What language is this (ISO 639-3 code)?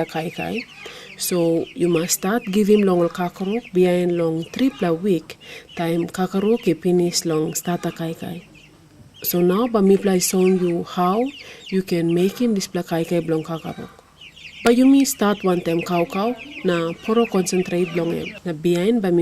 tpi